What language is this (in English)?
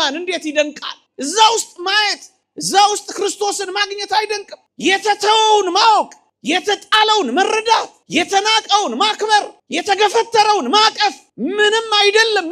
Amharic